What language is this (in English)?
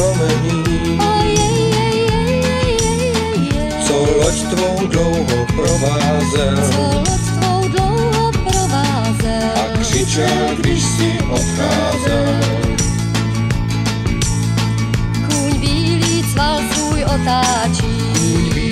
Czech